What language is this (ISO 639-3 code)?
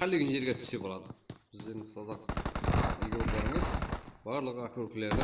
kaa